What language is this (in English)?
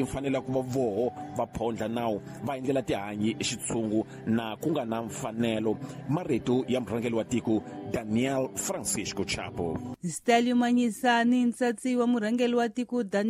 Tsonga